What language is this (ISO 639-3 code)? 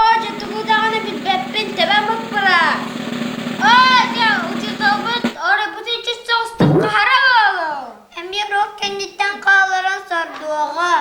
sah